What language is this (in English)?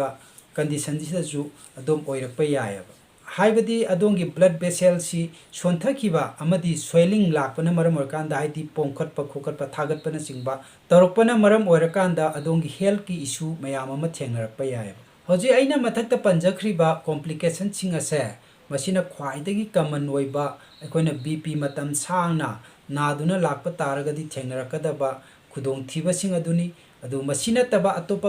Manipuri